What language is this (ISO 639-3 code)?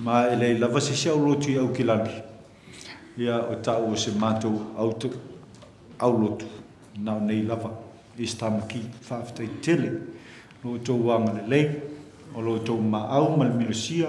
smo